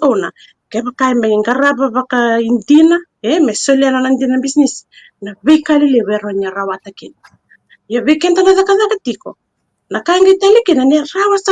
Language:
Fijian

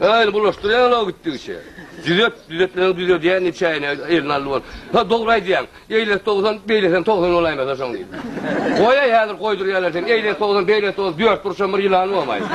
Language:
Turkmen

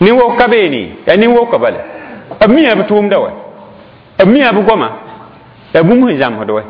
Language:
Mossi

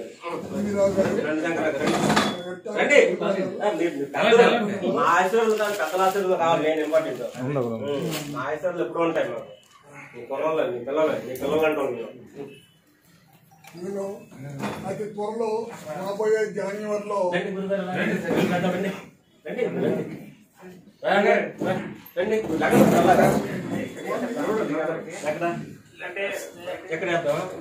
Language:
Telugu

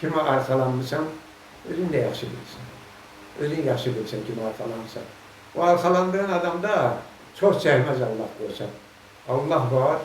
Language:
Azerbaijani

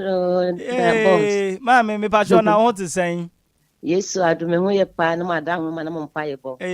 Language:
Akan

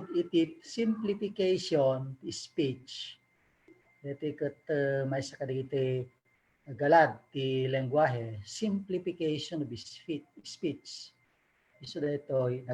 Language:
Iloko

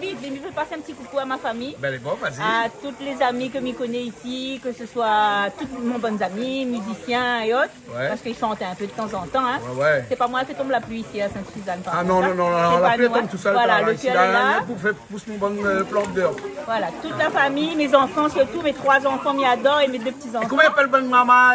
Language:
Réunion Creole French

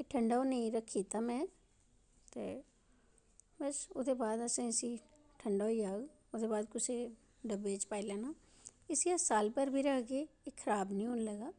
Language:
Dogri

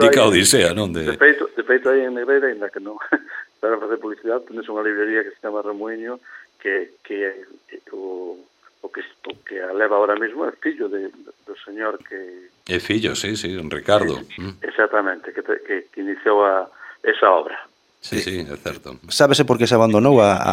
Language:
Galician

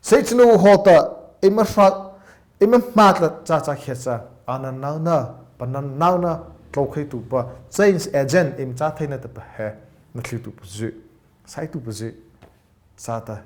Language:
Mara Chin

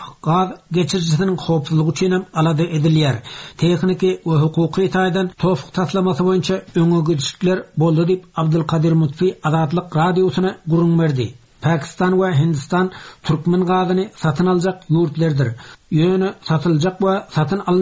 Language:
Turkmen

